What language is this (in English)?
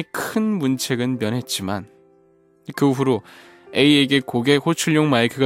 Korean